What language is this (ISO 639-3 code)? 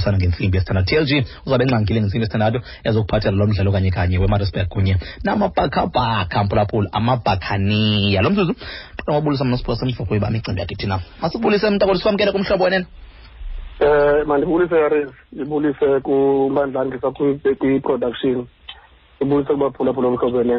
xho